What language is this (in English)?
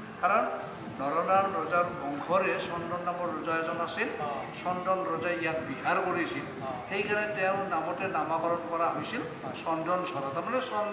Assamese